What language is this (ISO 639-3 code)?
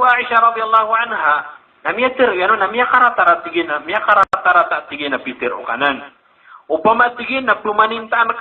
mrw